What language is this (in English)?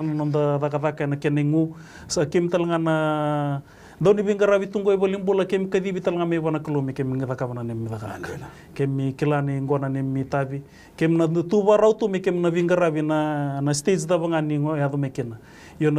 Fijian